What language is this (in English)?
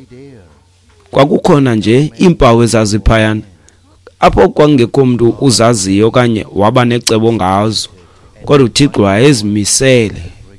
Xhosa